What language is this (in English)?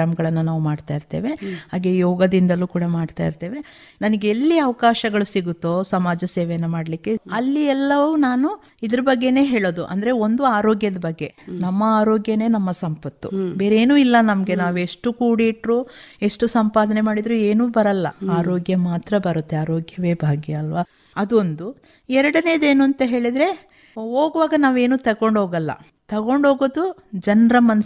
Kannada